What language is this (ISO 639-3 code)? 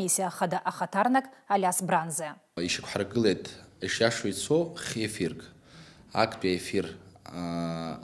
abk